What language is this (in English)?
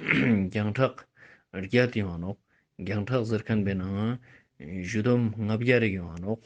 Ladakhi